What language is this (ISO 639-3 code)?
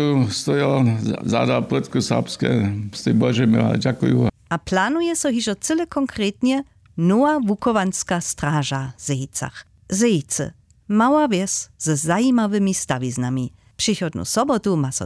hsb